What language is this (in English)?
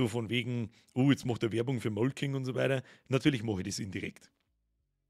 Bavarian